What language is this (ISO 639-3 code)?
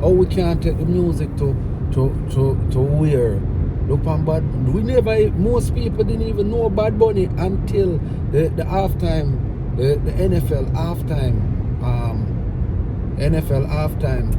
jam